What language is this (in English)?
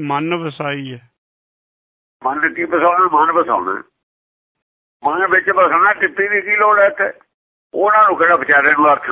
Punjabi